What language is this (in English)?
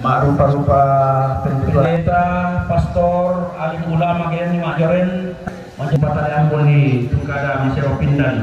Toraja-Sa'dan